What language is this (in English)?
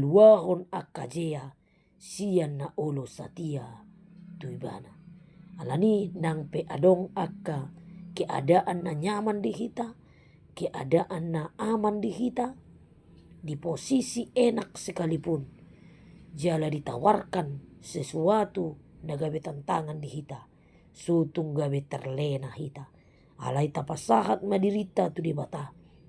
Batak Toba